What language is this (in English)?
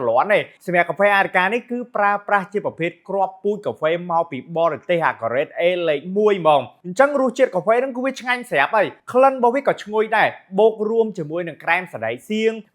Khmer